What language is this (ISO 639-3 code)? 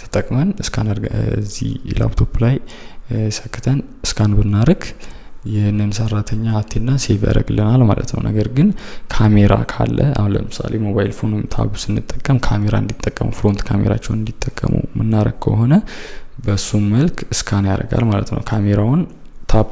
amh